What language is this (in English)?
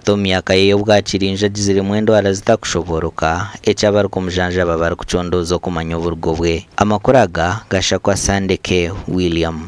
Nyankole